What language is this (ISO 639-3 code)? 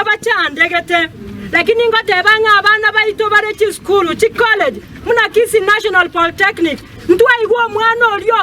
guz